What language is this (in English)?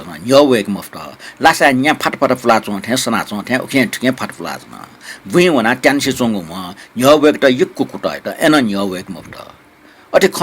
Newari